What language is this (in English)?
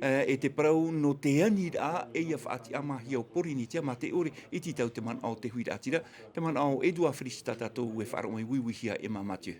Tahitian